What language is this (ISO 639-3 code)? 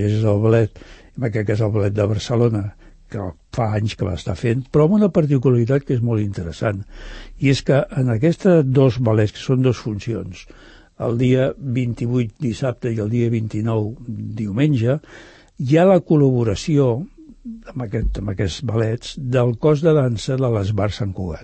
cat